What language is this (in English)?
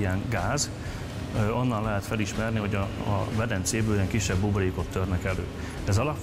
Hungarian